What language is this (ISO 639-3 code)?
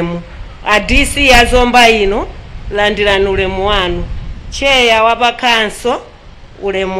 nya